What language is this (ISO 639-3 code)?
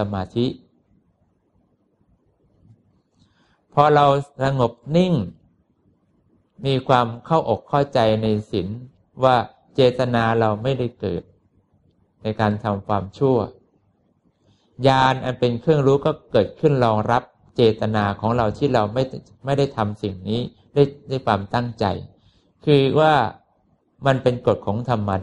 tha